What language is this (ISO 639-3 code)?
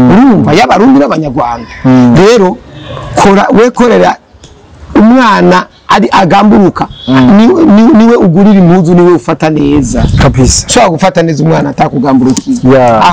run